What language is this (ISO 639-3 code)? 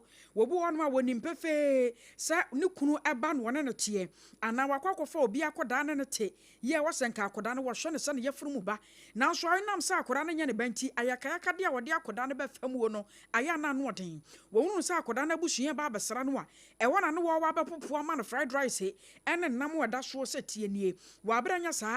aka